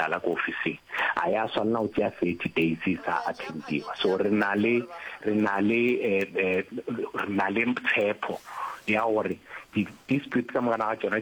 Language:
Northern Sotho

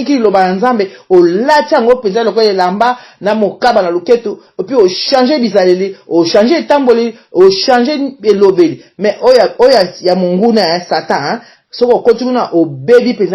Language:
Lingala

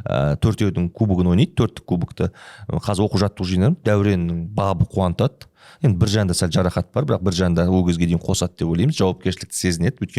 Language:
Kazakh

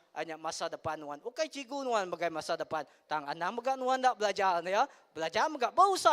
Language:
Iban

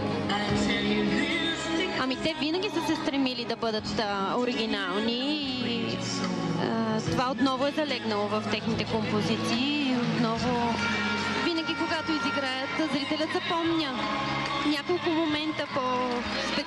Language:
Bulgarian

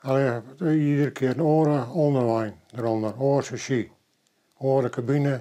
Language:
Western Frisian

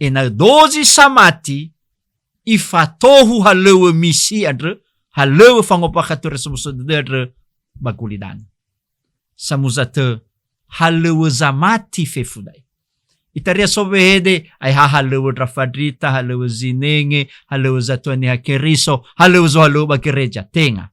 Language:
Nias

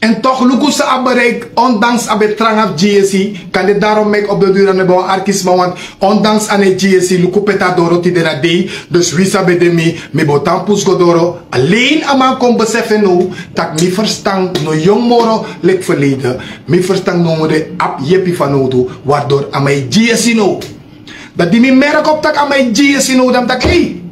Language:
Sranan Tongo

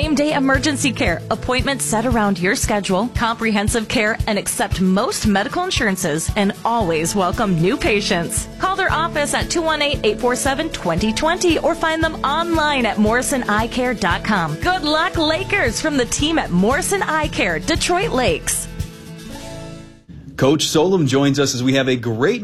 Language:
English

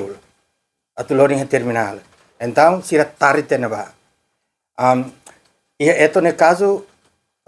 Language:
Tetum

